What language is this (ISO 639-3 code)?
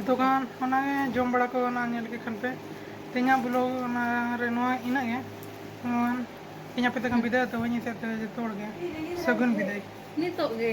sat